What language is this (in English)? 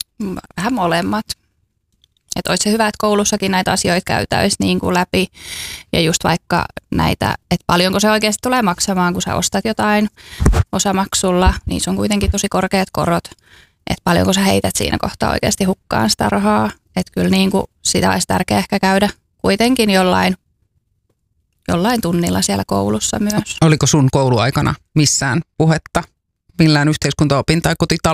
Finnish